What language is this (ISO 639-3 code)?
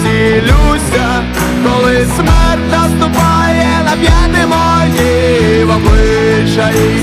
ukr